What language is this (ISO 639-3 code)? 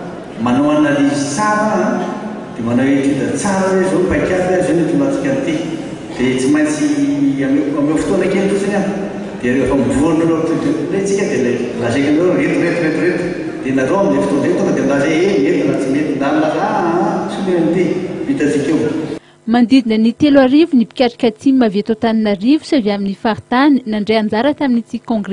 mlg